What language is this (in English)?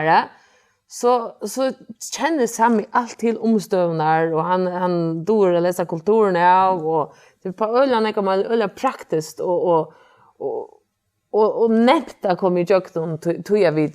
Faroese